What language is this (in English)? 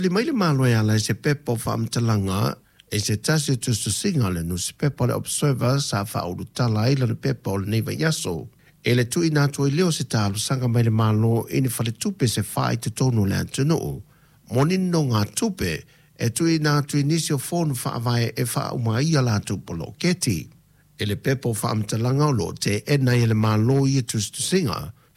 Samoan